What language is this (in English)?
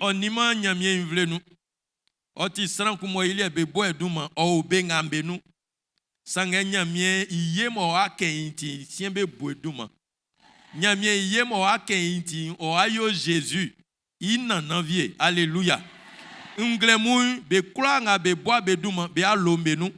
Baoulé